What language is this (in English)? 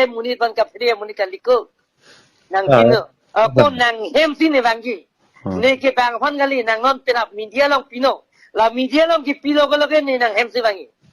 Karbi